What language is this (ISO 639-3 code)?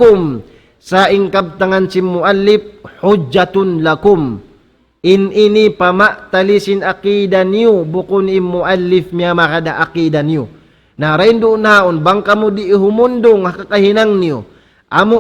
tsg